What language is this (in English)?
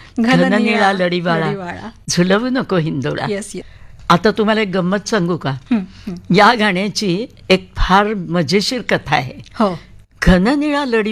Marathi